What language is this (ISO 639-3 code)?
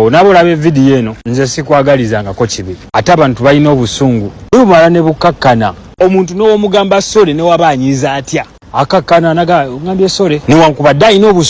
lug